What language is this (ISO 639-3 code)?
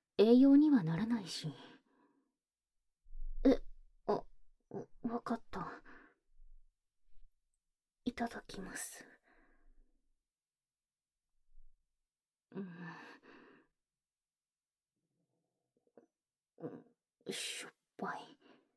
jpn